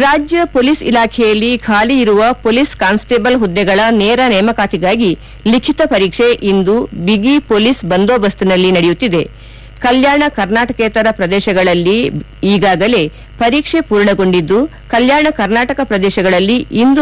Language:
Kannada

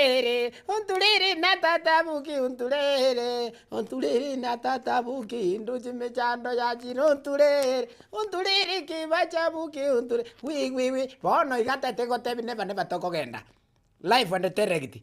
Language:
Gusii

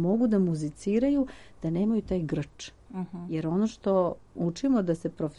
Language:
Serbian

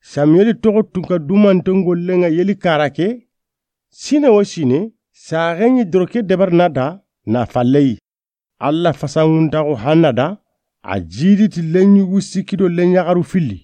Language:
Soninke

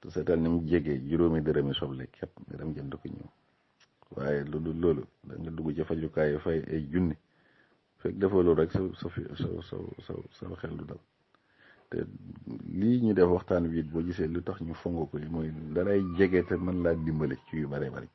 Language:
Wolof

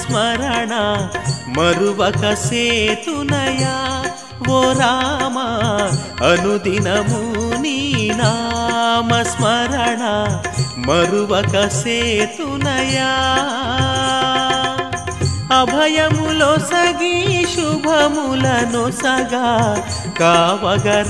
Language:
Telugu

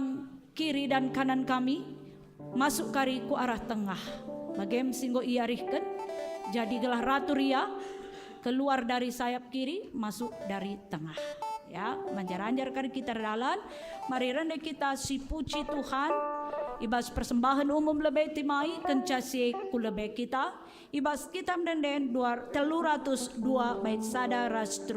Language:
Batak Karo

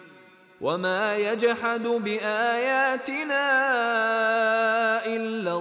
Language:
Arabic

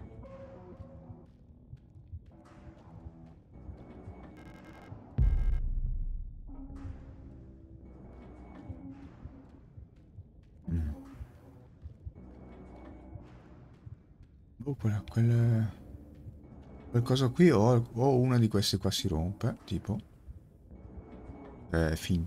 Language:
Italian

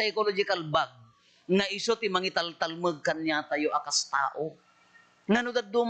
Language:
Iloko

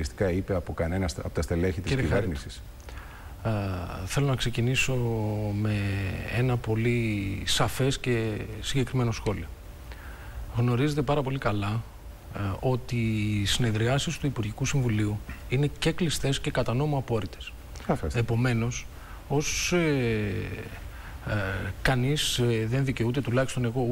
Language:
Greek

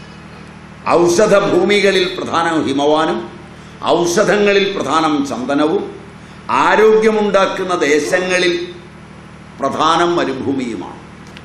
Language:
Malayalam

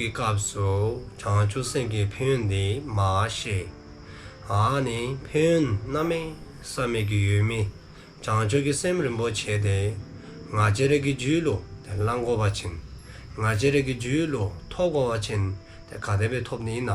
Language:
Dzongkha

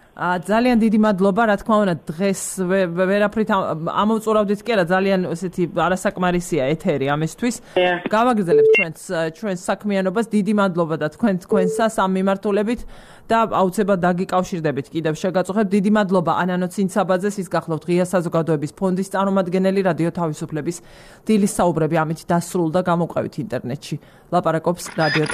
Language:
Georgian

